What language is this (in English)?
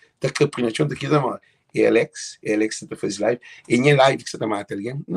Kabuverdianu